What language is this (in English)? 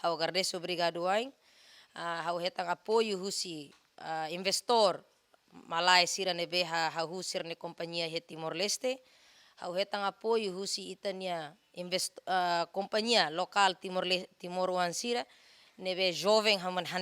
Tetum